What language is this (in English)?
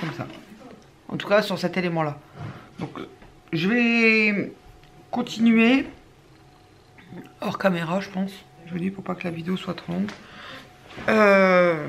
French